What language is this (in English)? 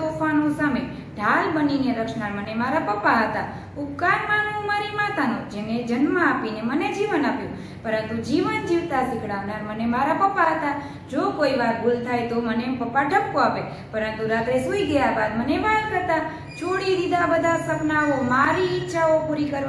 Gujarati